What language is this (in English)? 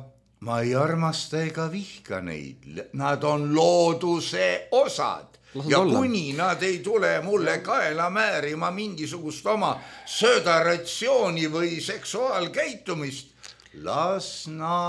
Estonian